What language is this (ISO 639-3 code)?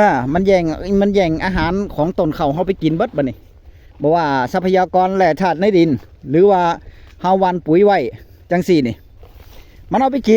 tts